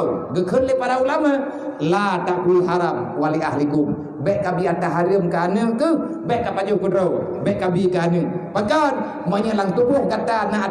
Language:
Achinese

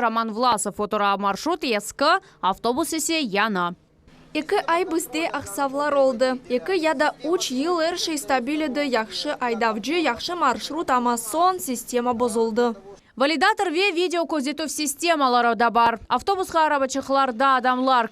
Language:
Crimean Tatar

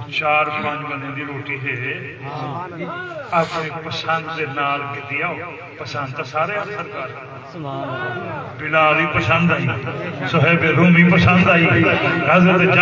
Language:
Saraiki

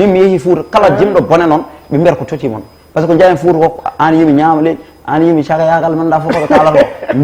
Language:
Fula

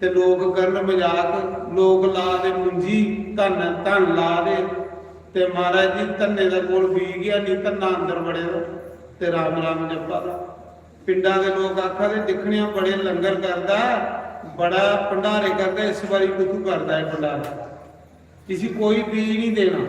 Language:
Dogri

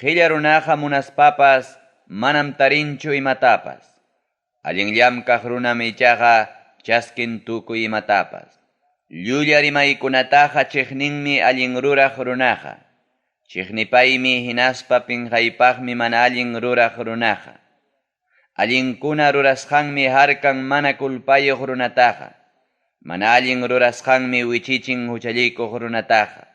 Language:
Ayacucho Quechua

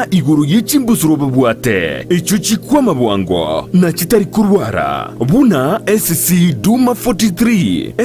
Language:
Gusii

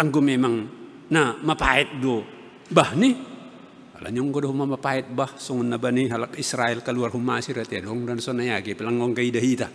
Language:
Batak Simalungun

